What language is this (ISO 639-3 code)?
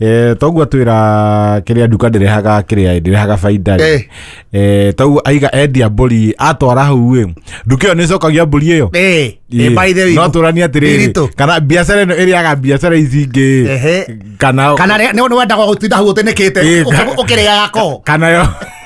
kik